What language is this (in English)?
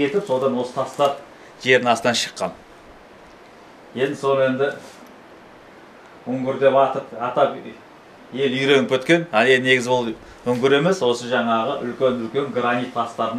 Kazakh